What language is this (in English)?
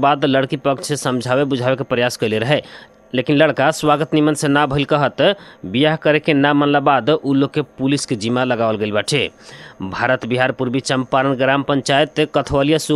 Bhojpuri